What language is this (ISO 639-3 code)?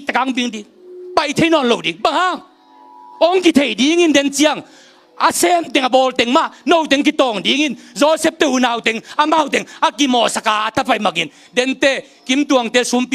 ctd